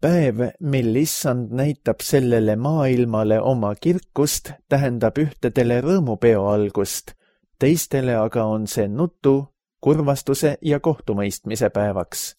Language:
Estonian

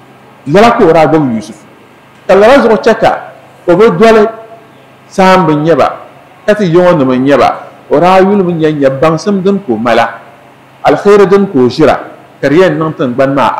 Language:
Dagbani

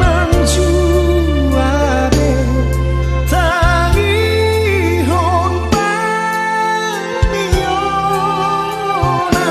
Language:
Batak Toba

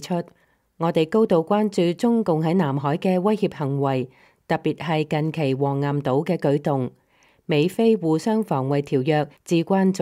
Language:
Cantonese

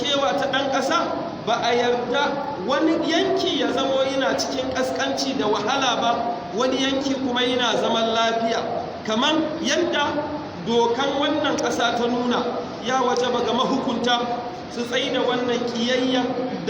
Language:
Hausa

